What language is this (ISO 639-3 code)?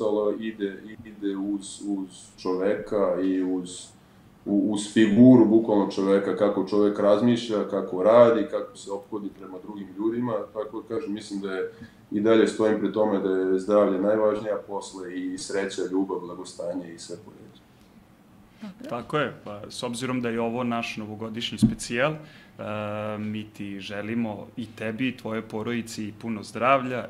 srp